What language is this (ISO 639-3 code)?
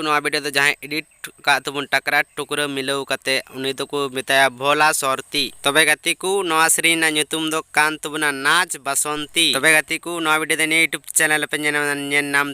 sat